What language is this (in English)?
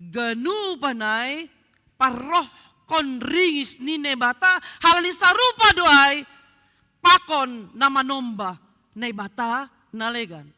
Batak Simalungun